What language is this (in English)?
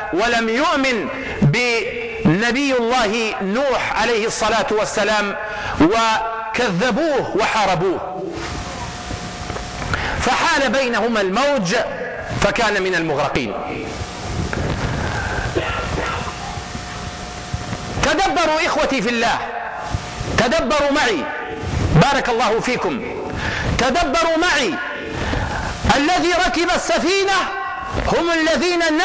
Arabic